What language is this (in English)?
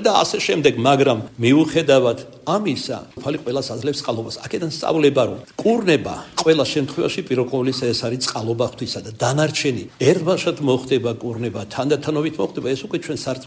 Georgian